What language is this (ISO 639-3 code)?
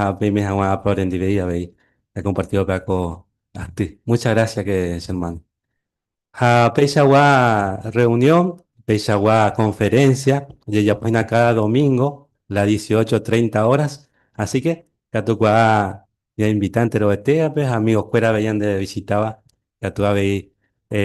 grn